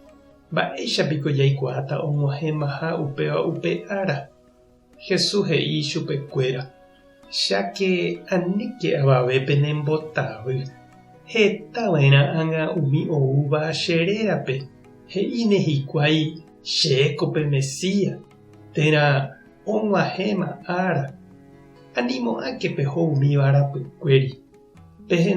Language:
Guarani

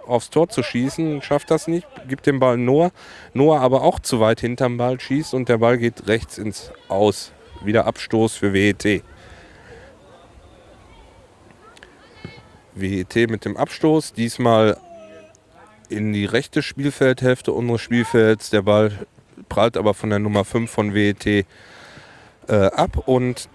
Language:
German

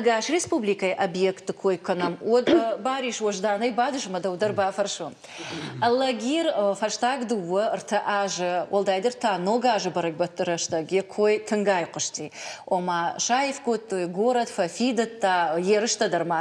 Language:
Ossetic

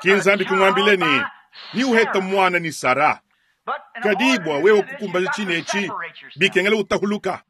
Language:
Luba-Lulua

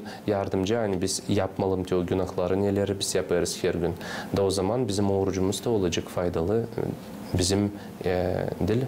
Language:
Gagauz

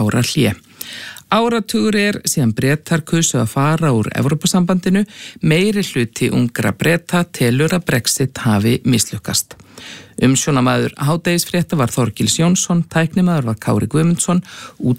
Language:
Icelandic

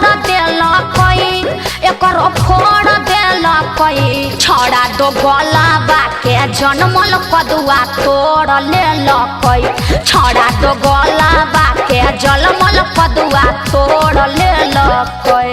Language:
Magahi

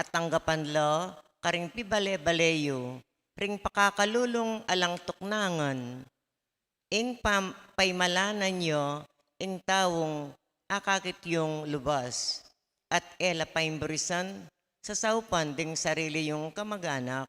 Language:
Pampanga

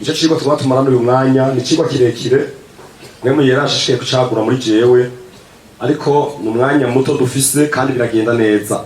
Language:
Rundi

